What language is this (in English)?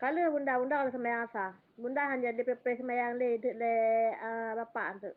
Achinese